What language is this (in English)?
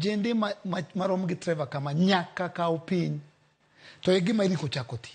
Luo (Kenya and Tanzania)